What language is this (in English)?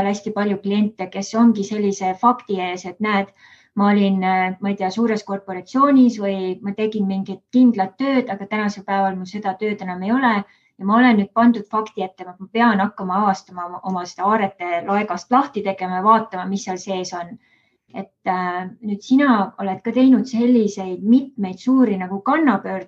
Estonian